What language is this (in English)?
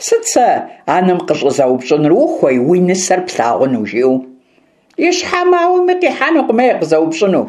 Kabardian